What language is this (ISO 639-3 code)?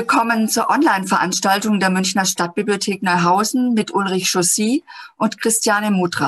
deu